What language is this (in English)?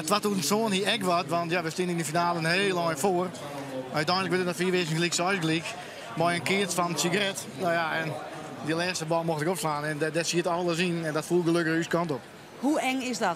Western Frisian